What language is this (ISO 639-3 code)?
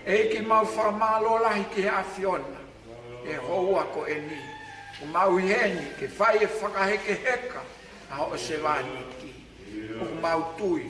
ton